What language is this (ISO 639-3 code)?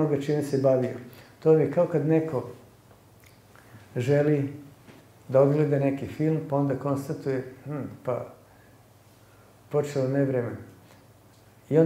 srp